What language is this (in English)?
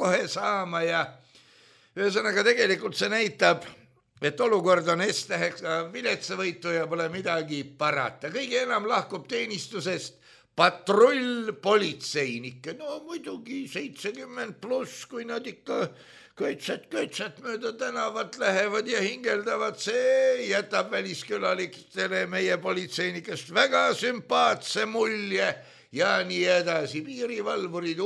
Estonian